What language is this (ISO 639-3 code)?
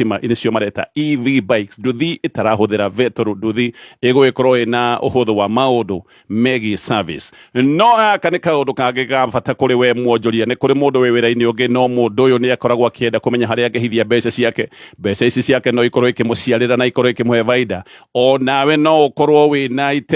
kik